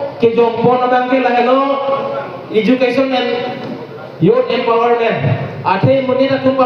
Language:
Karbi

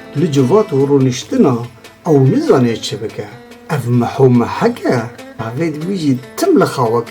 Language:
Kurdish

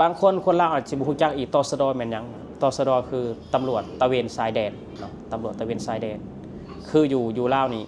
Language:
Lao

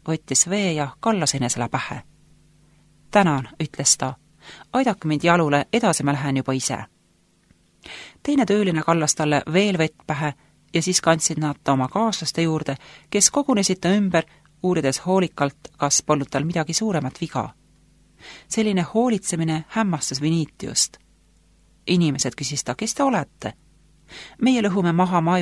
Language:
Estonian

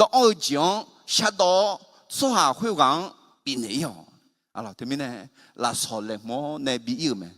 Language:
Akha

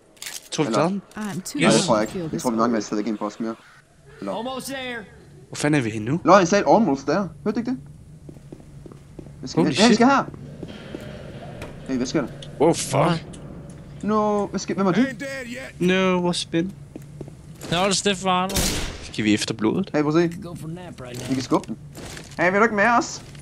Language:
Danish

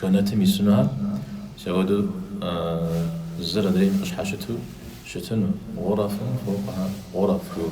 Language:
Kabardian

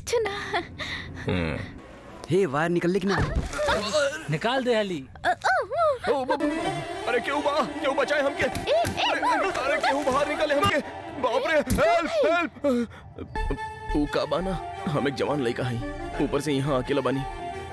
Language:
Bhojpuri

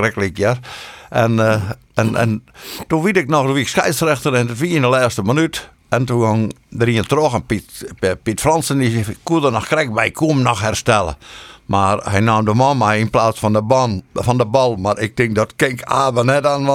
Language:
Western Frisian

